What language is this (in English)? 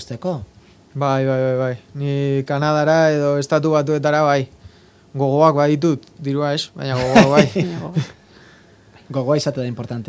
Basque